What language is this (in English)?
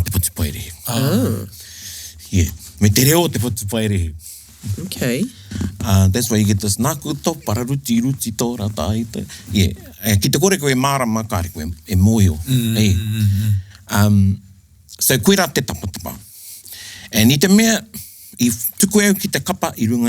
Māori